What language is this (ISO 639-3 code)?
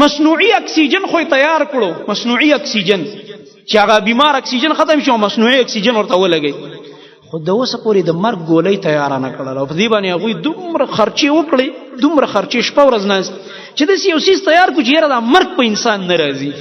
pus